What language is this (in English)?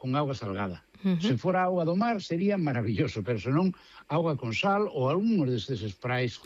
Galician